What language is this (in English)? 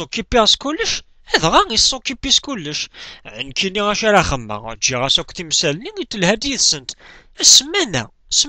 Kabyle